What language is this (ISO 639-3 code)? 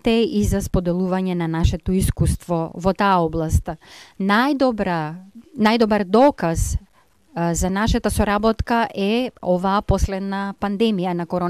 mkd